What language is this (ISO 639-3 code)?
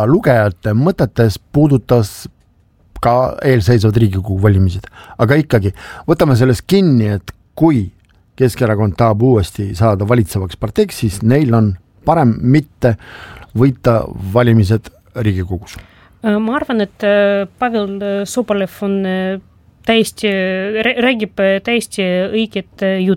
est